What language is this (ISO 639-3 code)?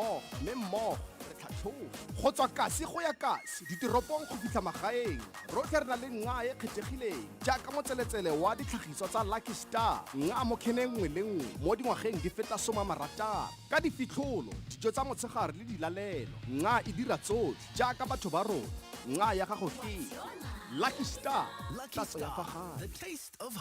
tsn